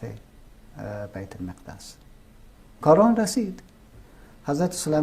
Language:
Persian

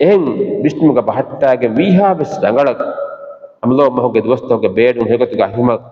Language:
Divehi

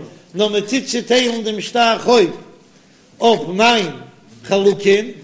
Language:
Yiddish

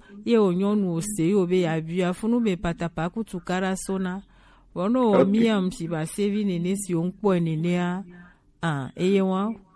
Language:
Gen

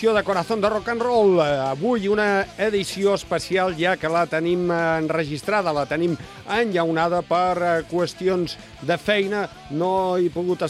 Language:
Catalan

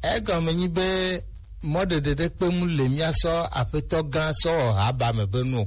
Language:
Gen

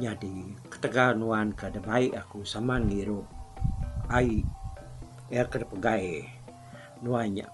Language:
Iban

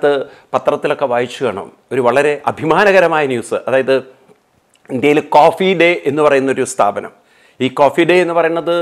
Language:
Malayalam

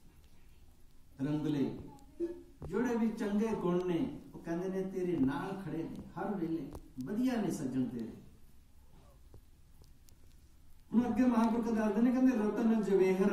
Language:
Punjabi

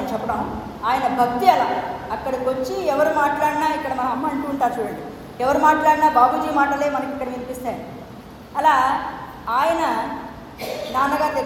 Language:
Telugu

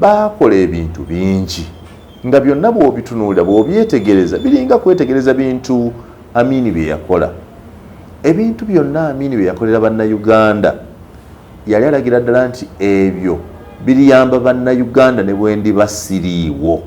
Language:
Ganda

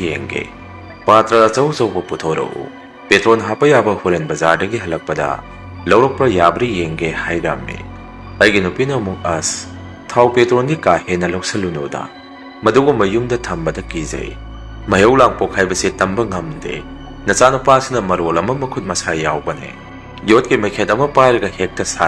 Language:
Manipuri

